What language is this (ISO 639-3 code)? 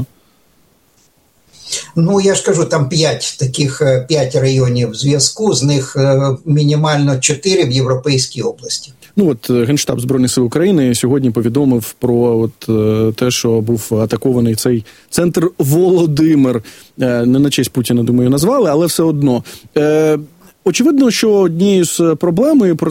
ukr